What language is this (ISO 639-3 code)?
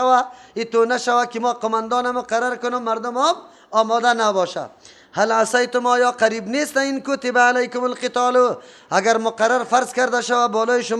fas